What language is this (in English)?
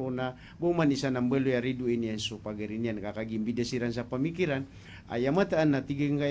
Maranao